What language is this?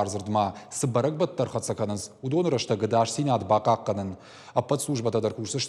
Ossetic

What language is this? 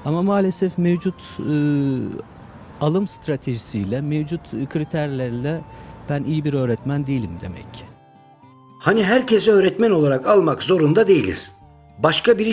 Turkish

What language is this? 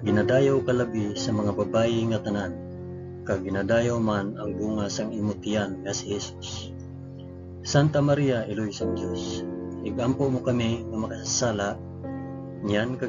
Hiligaynon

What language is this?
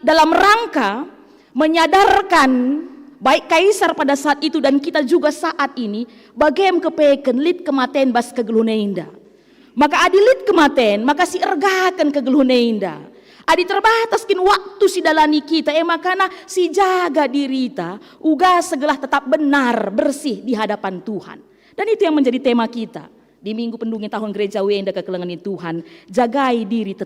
Batak Karo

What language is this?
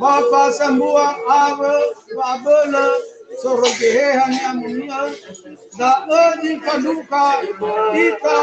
Nias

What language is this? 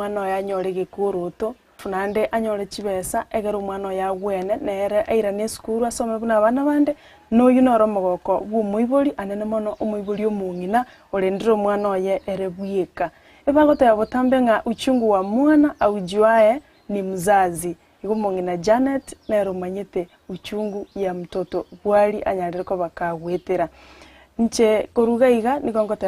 Gusii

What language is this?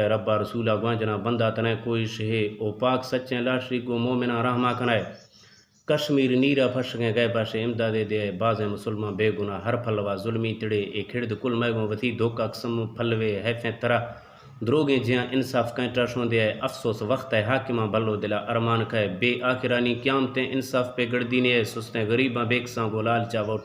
Eastern Balochi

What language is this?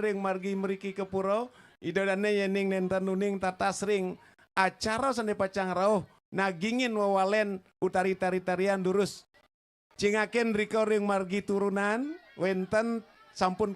Balinese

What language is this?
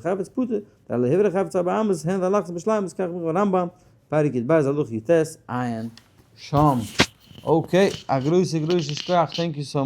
Yiddish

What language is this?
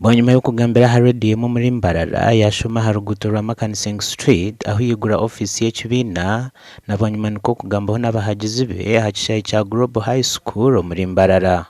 Nyankole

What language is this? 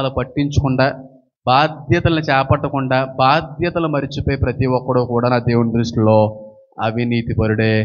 Telugu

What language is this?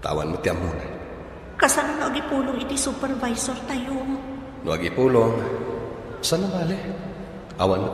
Iloko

